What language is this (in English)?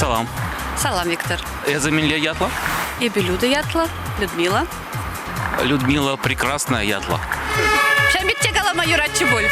Chuvash